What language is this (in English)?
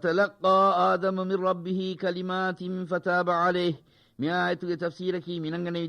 Divehi